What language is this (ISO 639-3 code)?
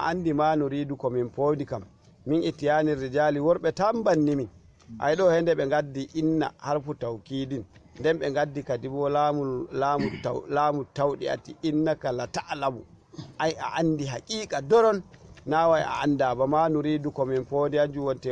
ful